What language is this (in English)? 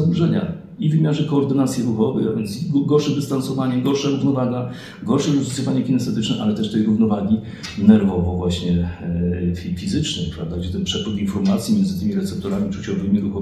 Polish